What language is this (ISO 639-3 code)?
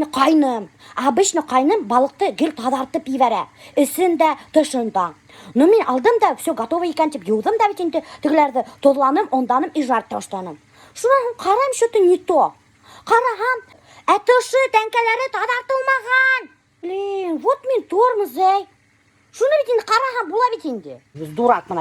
bak